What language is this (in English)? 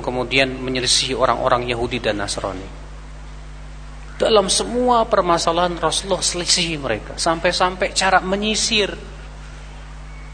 Indonesian